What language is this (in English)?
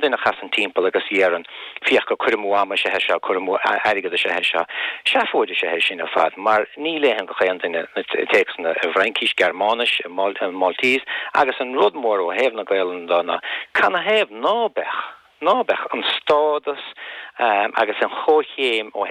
Irish